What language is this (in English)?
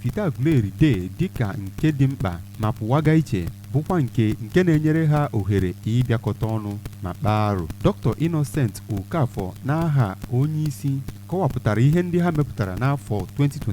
Igbo